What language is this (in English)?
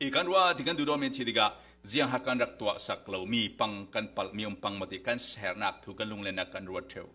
Falam Chin